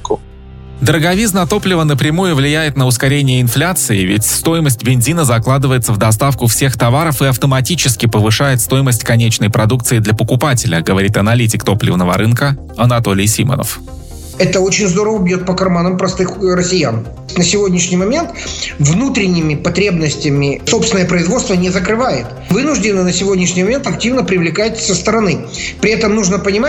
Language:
Russian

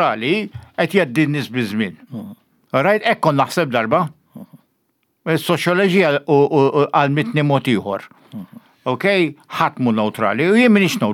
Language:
Maltese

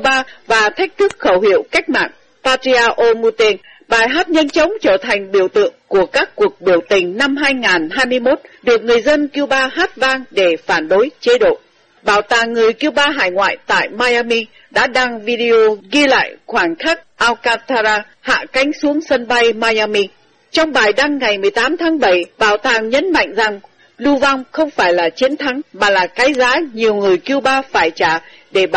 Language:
Vietnamese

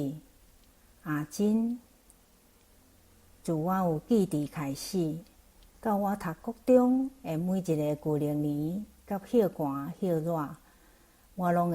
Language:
Min Nan Chinese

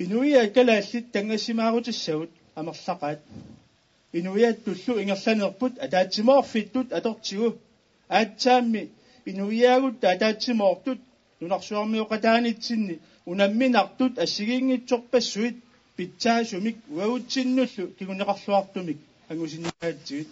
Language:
Kalaallisut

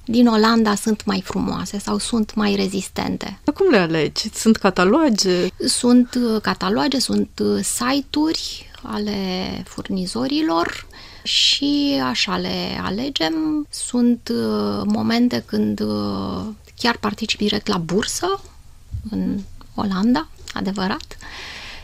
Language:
Romanian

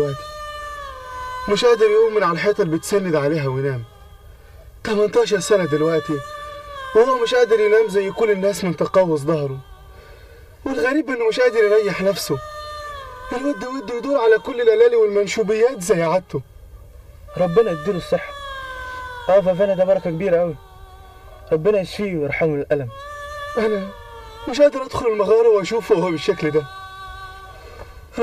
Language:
Egyptian Arabic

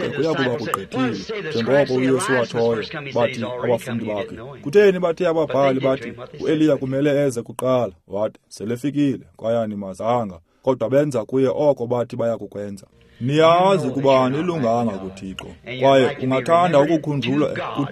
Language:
Xhosa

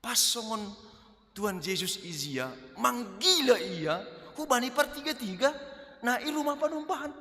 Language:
Batak Simalungun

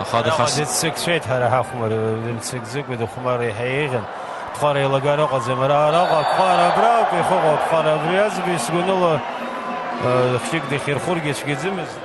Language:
Abkhazian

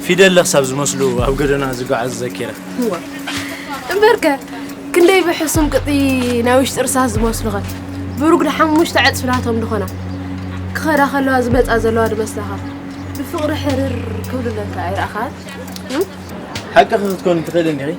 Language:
Tigrinya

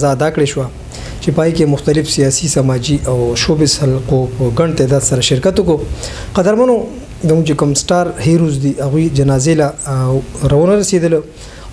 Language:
Pashto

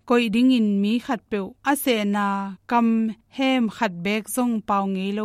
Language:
Tedim Chin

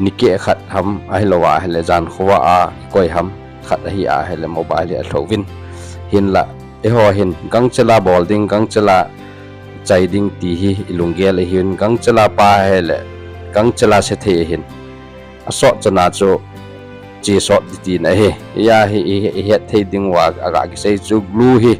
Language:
Thado Chin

